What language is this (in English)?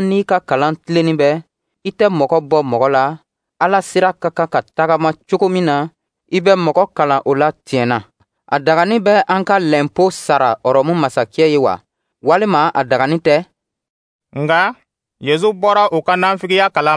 Dyula